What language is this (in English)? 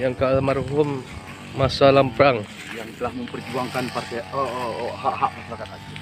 Achinese